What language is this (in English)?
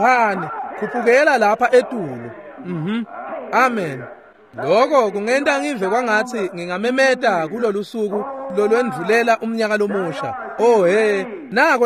Swati